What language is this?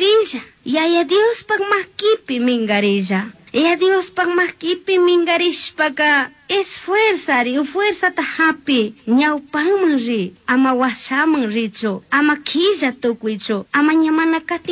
Chimborazo Highland Quichua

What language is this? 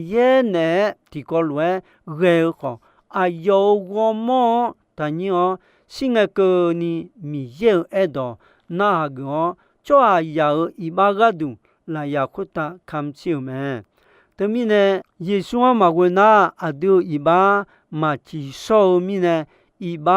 Akha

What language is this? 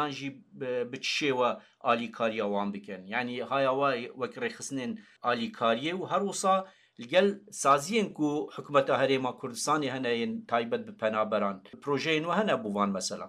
Kurdish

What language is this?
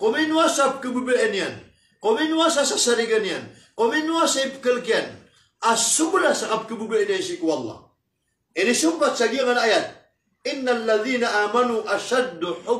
Maranao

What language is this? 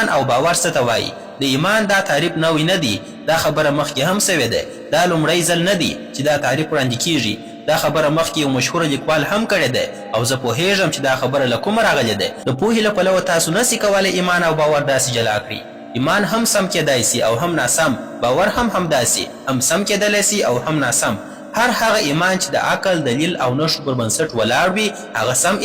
Pashto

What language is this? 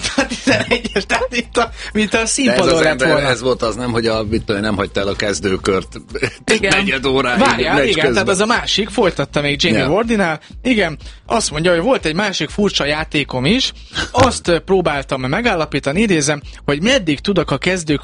Hungarian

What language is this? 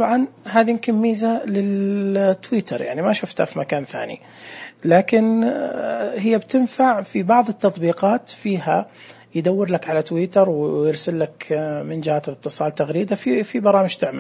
Najdi Arabic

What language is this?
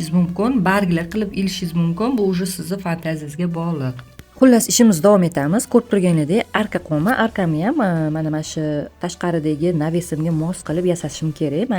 Uzbek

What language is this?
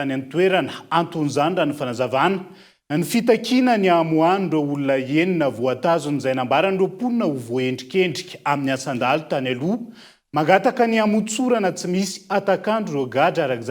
Malagasy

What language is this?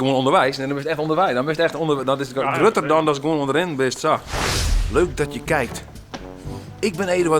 Western Frisian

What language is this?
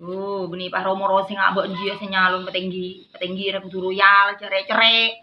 Madurese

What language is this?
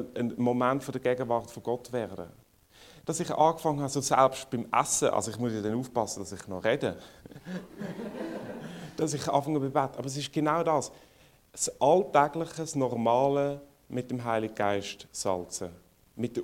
German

